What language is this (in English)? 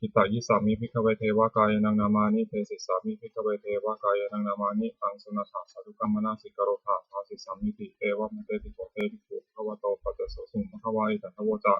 Pali